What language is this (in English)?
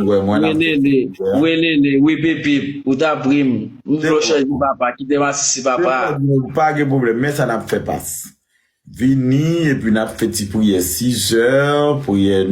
Haitian Creole